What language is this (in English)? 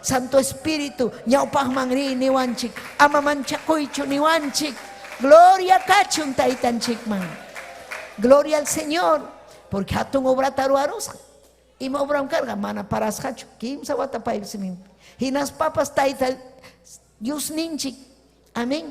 Ayacucho Quechua